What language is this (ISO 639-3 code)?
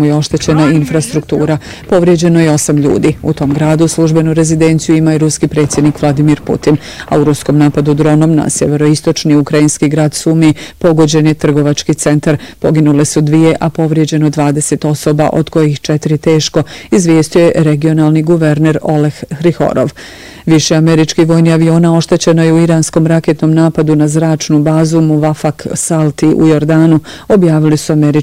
bos